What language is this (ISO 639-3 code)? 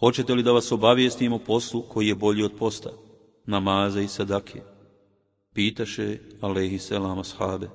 bos